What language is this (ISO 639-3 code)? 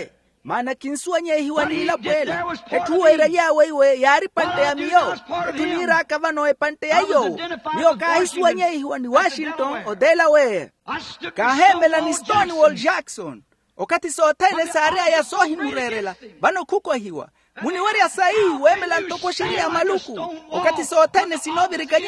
vmw